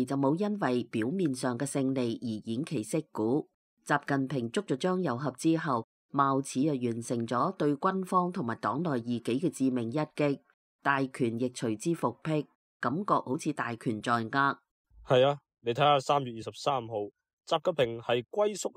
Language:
Cantonese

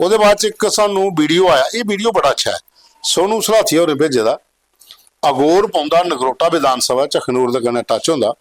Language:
Dogri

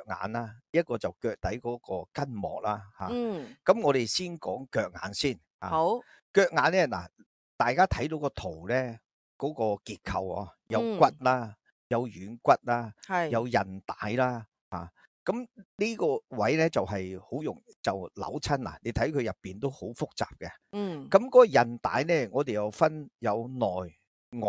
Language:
Cantonese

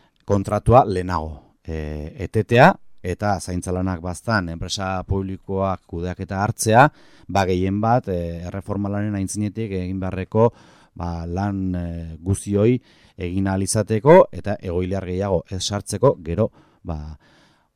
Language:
Basque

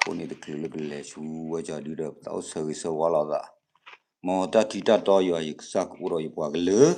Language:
S'gaw Karen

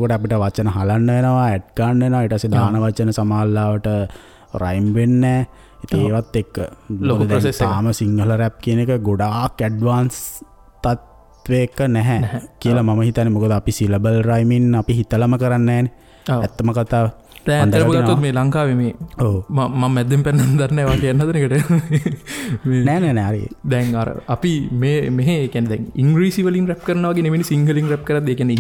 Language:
Sinhala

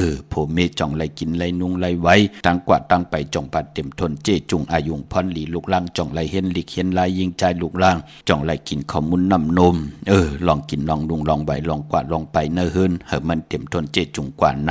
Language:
Shan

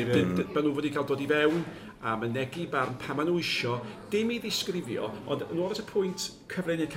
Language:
Welsh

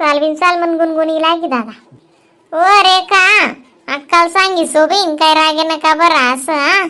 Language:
Khandesi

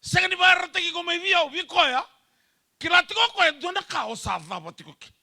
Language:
Fijian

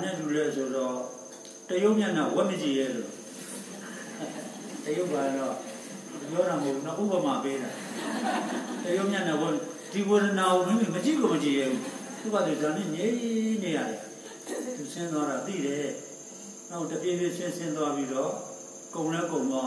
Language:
Burmese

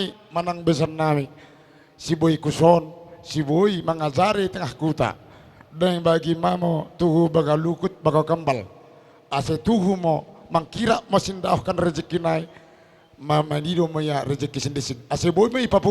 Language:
Batak Toba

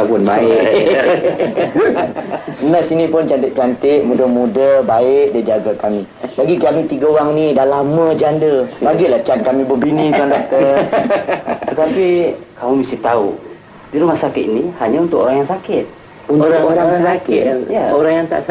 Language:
Malay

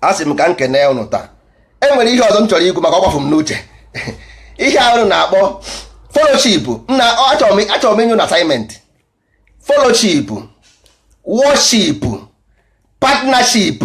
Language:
Igbo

